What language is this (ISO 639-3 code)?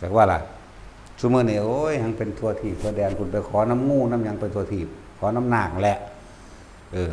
tts